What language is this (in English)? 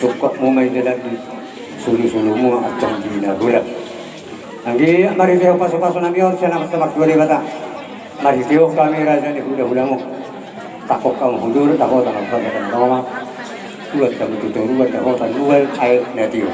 Batak Toba